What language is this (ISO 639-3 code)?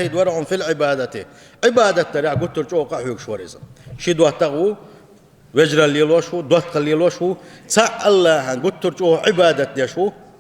che